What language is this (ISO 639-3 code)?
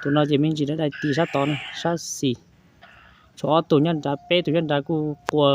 hmn